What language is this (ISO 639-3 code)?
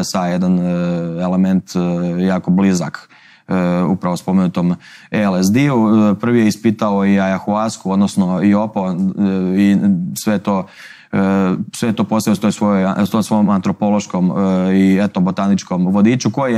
hrv